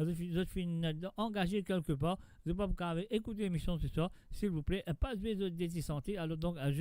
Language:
Morisyen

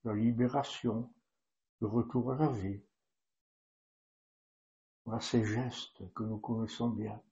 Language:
French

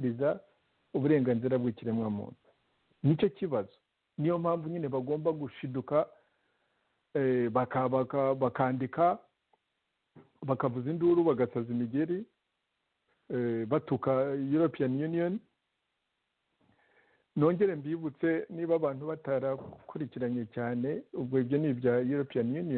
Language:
Kinyarwanda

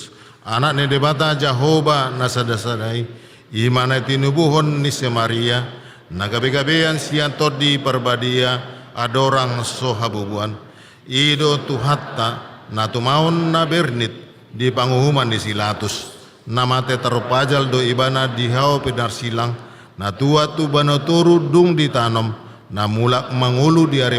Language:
Batak Toba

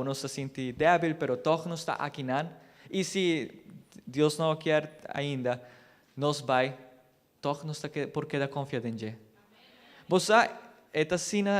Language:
Papiamento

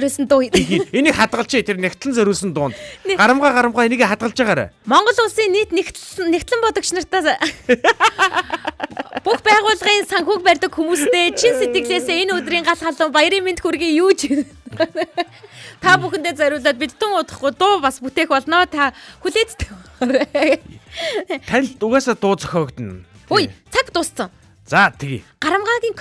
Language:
Mongolian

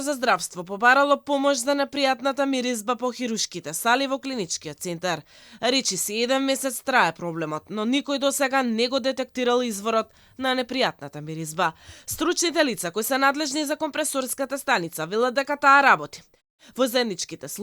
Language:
Macedonian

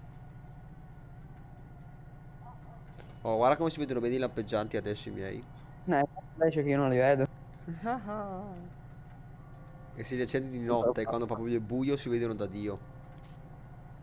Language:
Italian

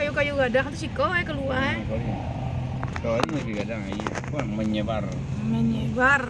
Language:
Minangkabau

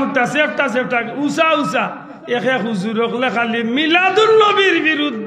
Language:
Sylheti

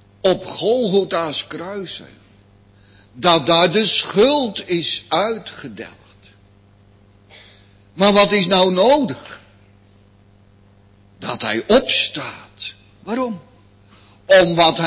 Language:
Dutch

